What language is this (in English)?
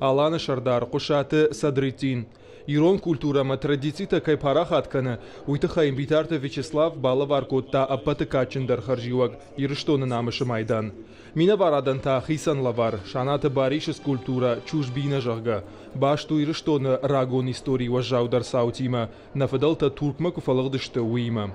Ossetic